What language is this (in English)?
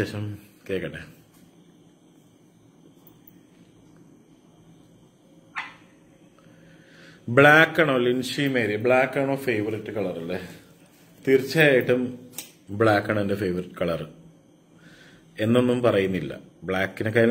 Malayalam